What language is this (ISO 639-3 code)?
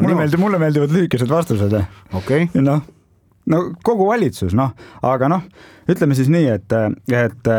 est